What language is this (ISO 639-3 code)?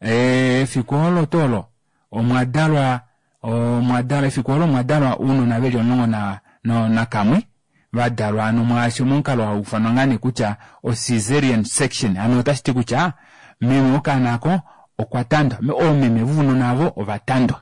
kua